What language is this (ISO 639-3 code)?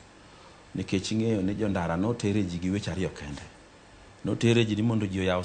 luo